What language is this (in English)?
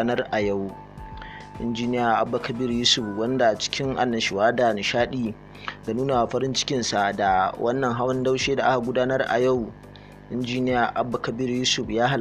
Hausa